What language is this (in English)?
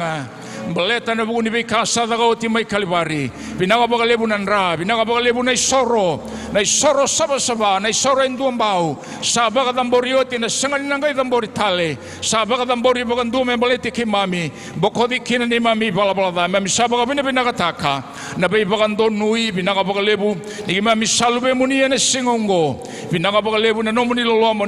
Fijian